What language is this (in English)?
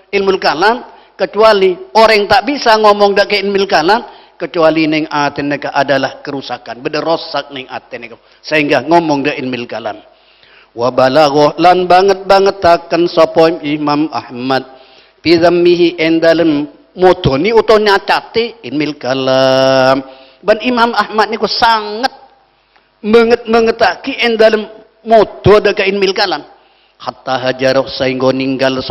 Madurese